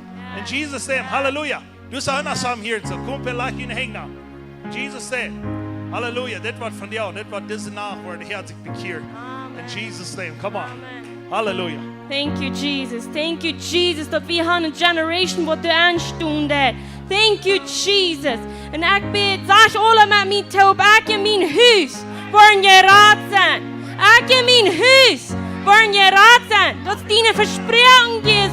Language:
Plautdietsch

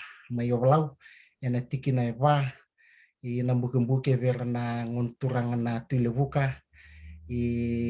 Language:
Fijian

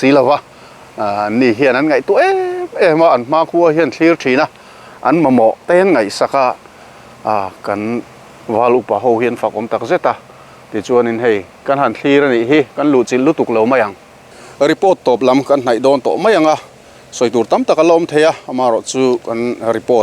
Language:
Mizo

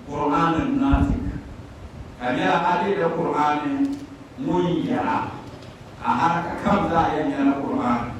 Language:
Dagbani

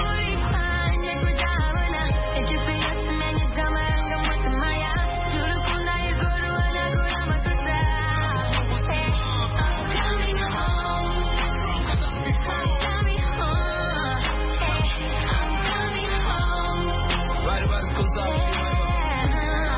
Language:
Kinyarwanda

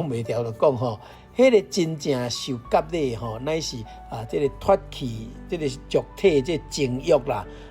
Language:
Min Nan Chinese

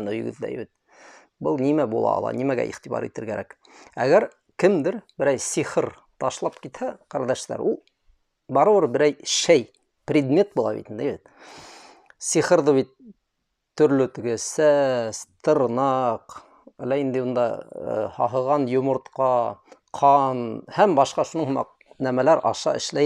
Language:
Bashkir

